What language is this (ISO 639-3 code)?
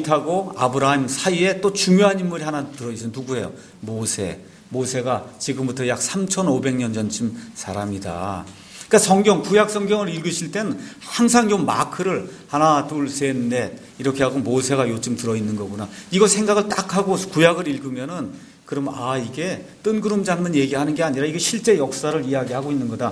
kor